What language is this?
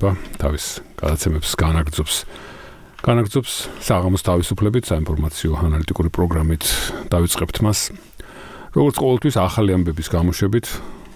Georgian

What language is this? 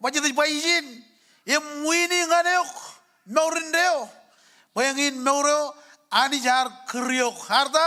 Marshallese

